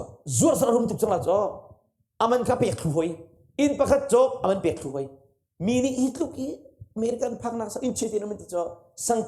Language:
Hakha Chin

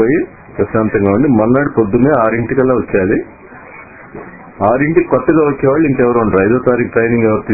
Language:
Telugu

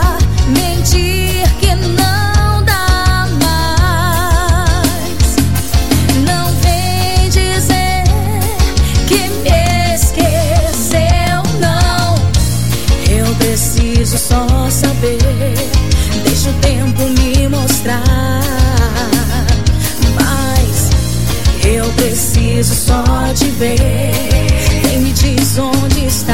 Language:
Portuguese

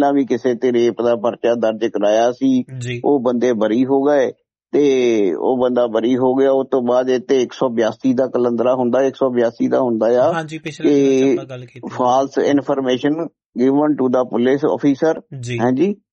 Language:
Punjabi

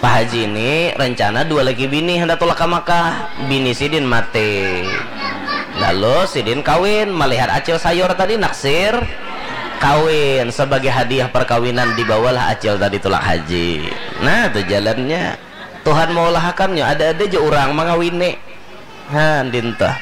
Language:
Banjar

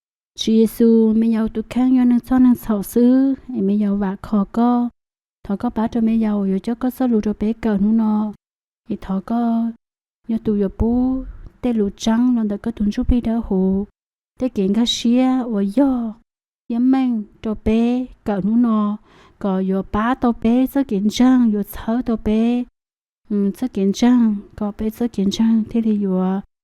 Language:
Hmong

